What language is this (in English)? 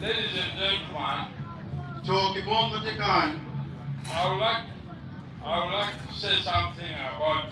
Acoli